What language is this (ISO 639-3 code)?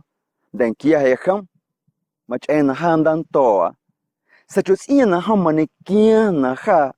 amu